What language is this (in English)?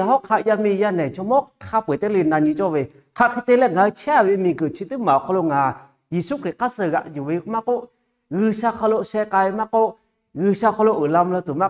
Lahu